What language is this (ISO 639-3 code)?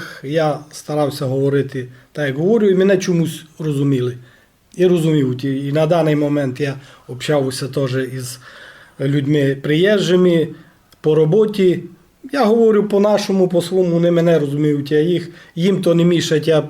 rue